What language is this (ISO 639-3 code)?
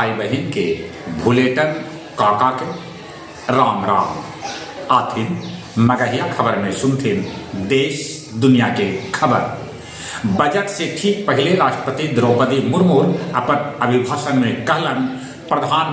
mag